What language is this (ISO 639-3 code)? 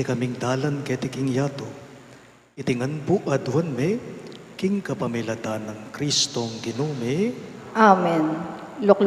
pam